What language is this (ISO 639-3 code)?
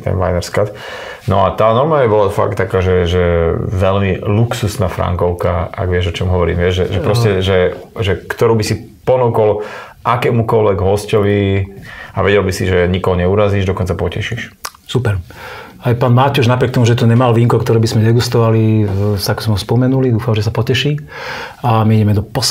slk